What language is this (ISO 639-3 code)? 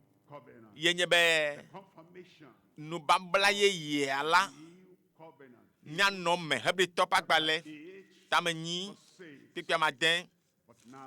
ewe